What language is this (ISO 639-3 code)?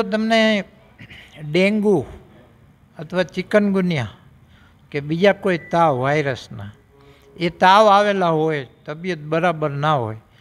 guj